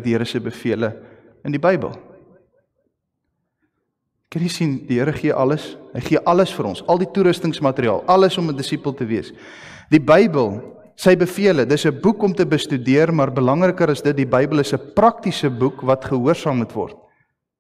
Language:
Afrikaans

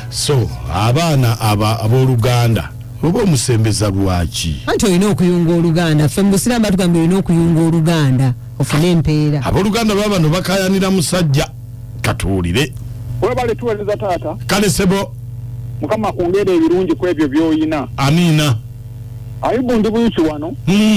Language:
Ganda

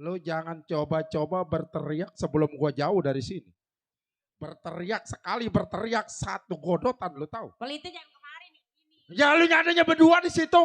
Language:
Betawi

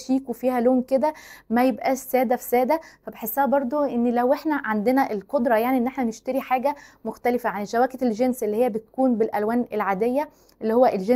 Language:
Egyptian Arabic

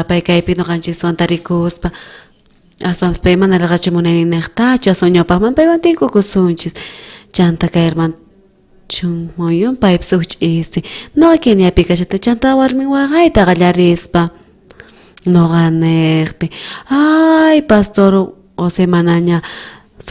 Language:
South Bolivian Quechua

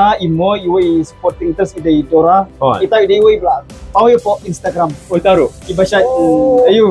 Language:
Khasi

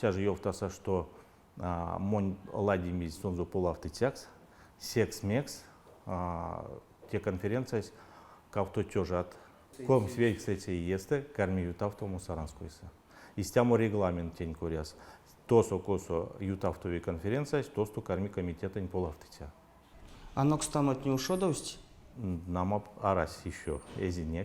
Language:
Erzya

